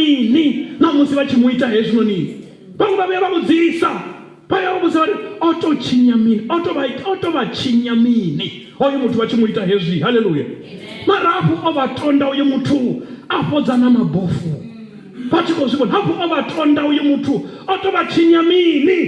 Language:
Venda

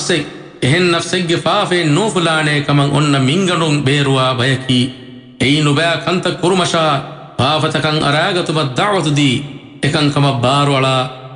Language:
Divehi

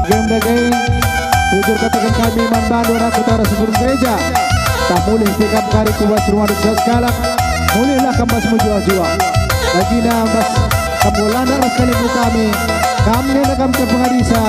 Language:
Batak Karo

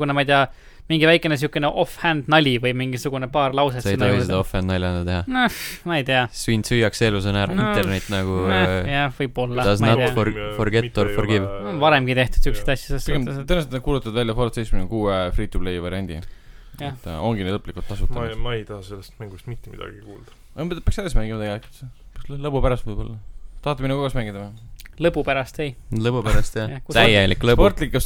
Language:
Estonian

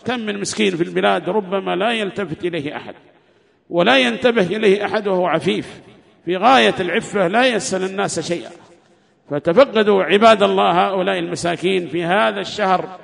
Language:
Arabic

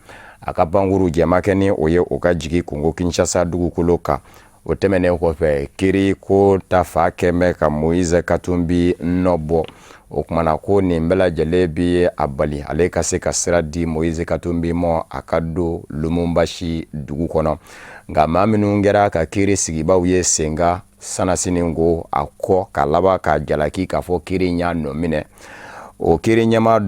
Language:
Bambara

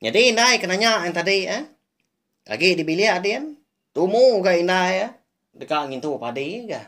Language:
Iban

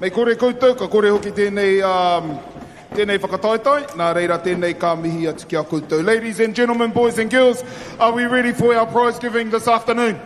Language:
Māori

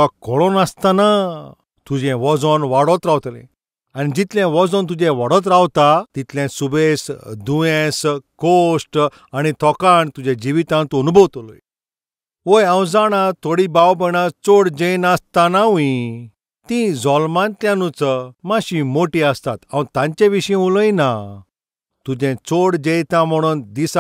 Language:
Konkani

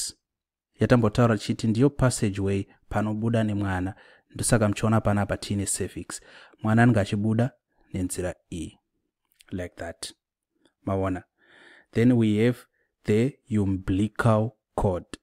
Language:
Shona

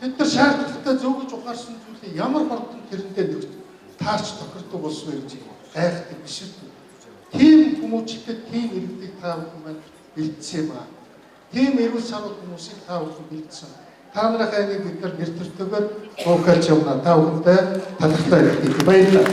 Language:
Mongolian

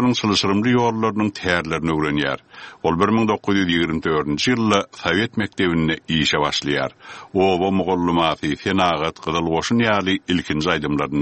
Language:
Turkmen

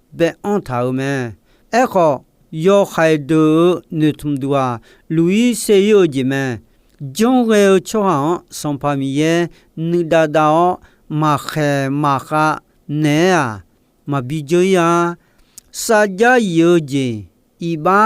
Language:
Akha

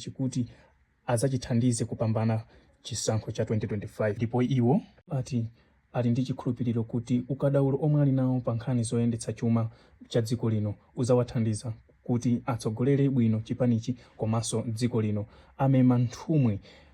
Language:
Nyanja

